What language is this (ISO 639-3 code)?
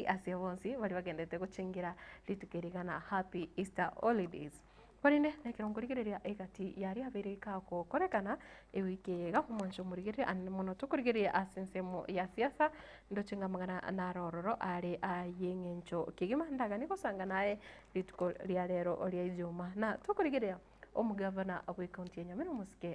guz